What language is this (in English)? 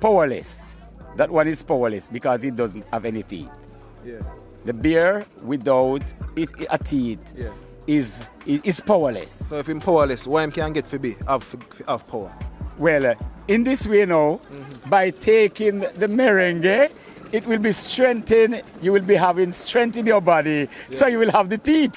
Jamaican Creole English